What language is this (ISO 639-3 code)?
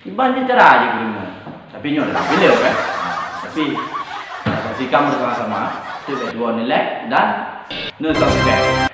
ace